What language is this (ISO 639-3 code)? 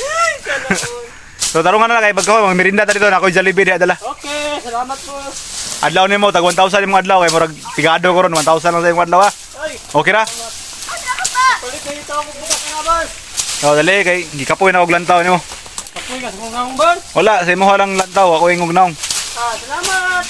ceb